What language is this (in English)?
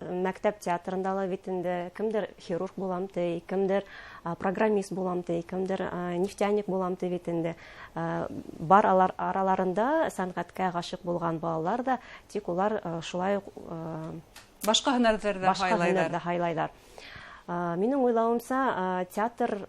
Bashkir